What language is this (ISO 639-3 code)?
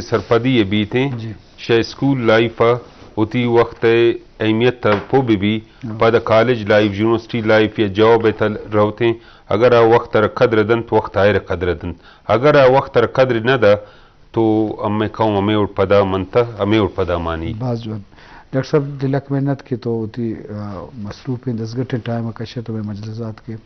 bgp